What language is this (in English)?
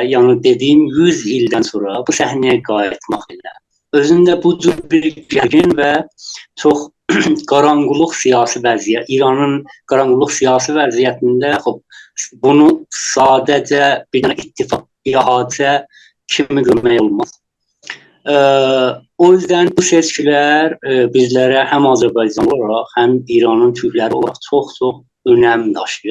South Azerbaijani